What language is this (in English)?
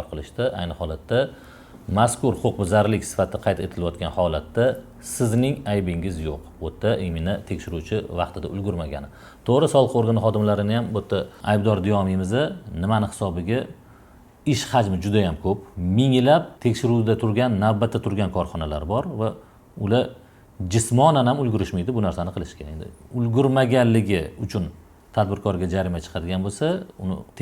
Uzbek